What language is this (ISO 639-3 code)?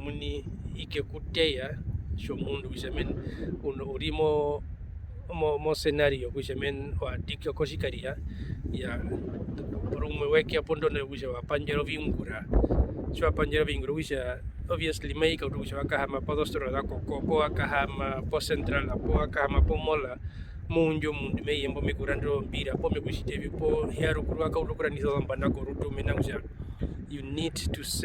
her